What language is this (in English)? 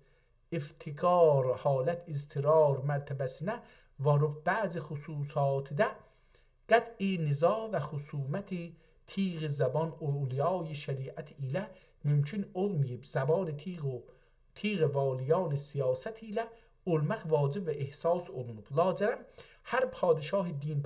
South Azerbaijani